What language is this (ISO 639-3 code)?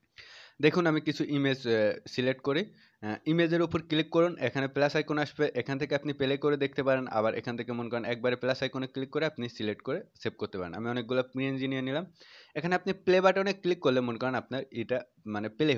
ben